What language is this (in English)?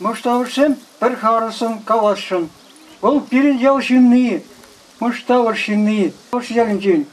Chuvash